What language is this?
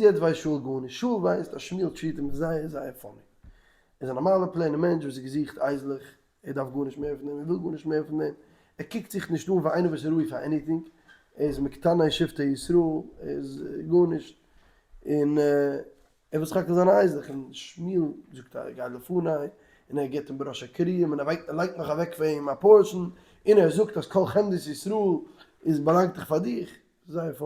Yiddish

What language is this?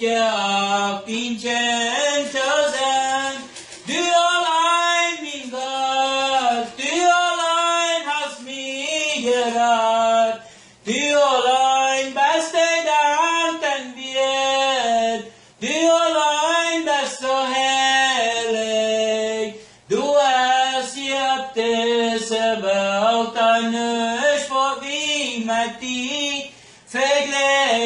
Plautdietsch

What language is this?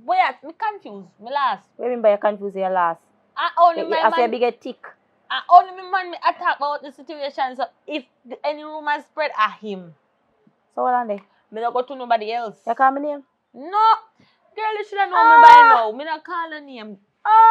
Jamaican Creole English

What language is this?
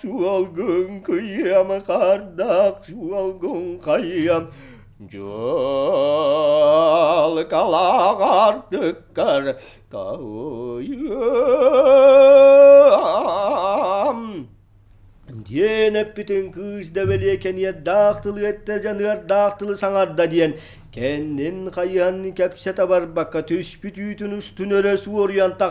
Yakut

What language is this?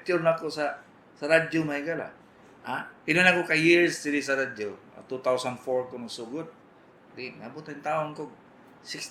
Cebuano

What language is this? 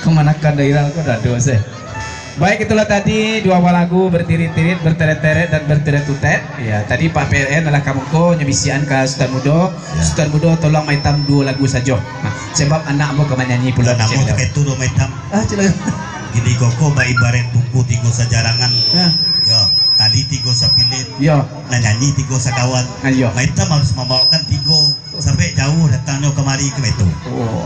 Minangkabau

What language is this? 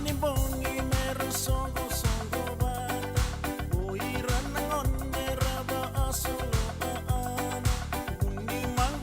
Fijian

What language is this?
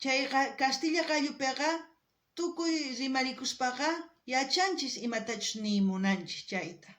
South Bolivian Quechua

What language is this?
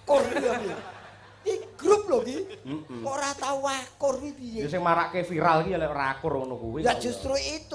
Javanese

